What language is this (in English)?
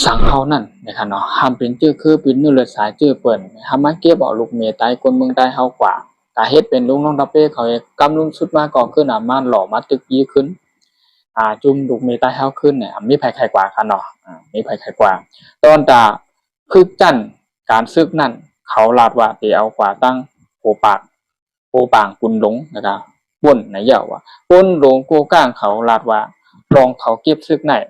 Shan